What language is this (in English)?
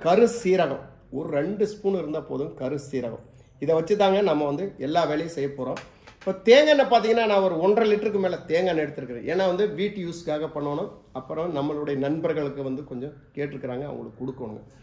Tamil